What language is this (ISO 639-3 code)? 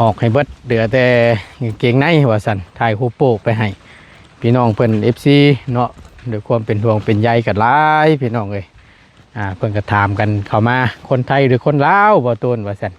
lao